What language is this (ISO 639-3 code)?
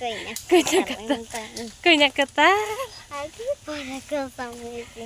trp